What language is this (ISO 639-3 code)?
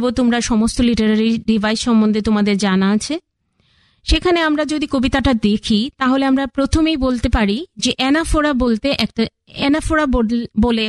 ben